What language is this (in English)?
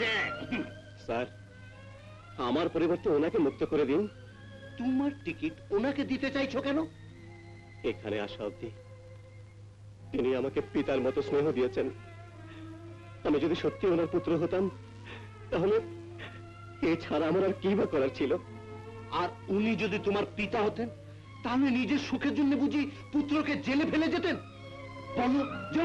Bangla